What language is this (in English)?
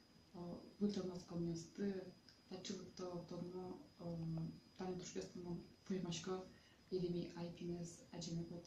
Udmurt